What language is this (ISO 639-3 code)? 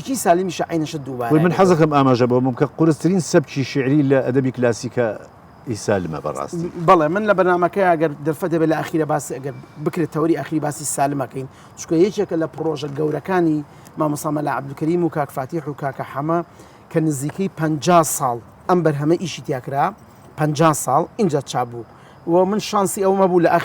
ckb